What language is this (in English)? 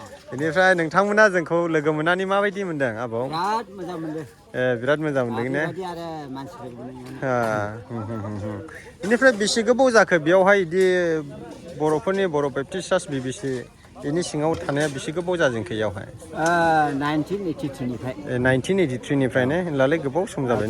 Bodo